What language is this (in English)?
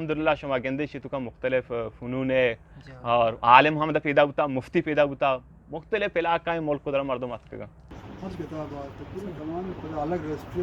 Eastern Balochi